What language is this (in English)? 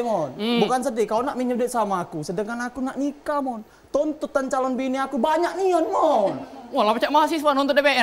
Musi